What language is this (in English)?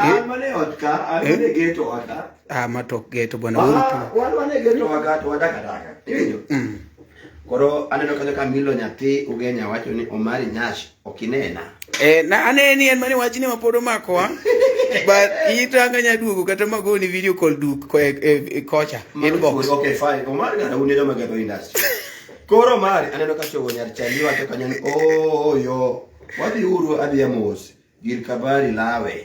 Luo (Kenya and Tanzania)